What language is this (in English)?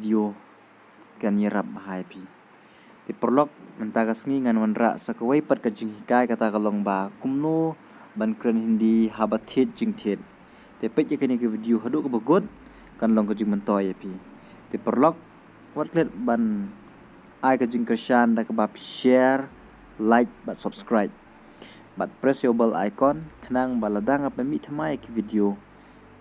Khasi